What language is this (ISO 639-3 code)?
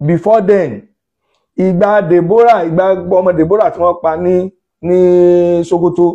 yor